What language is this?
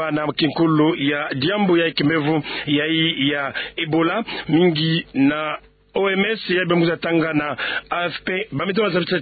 Kituba (Democratic Republic of Congo)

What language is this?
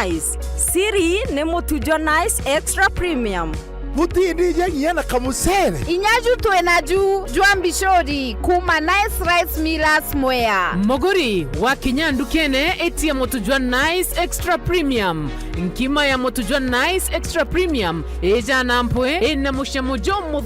Meru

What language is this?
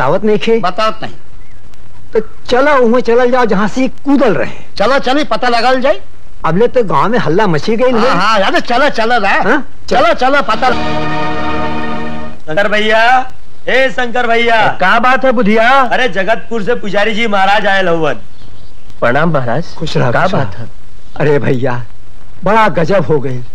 Bhojpuri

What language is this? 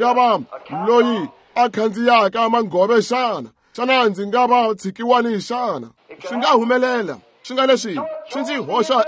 Tsonga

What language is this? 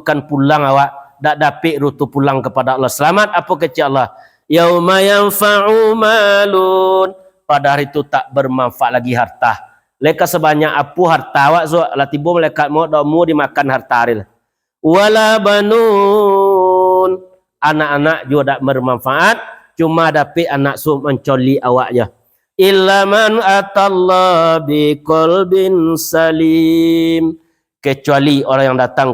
Minangkabau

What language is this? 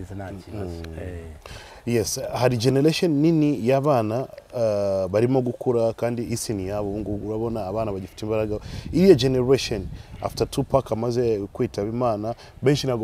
Kinyarwanda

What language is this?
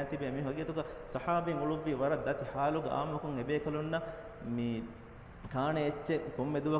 Divehi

